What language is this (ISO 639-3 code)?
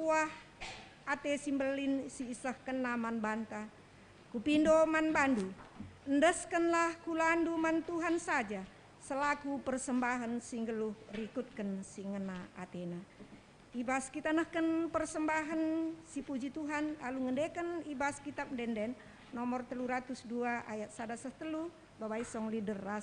btx